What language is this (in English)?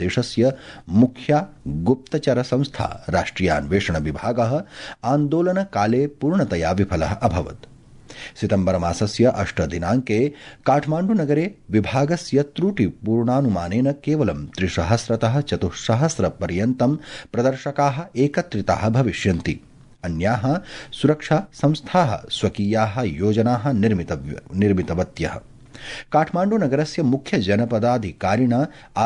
Sanskrit